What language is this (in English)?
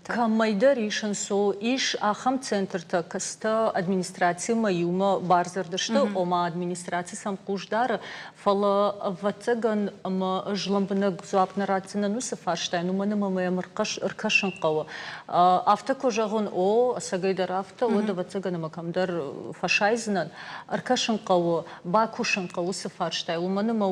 Ossetic